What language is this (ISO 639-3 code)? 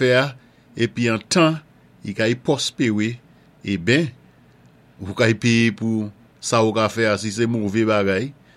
acf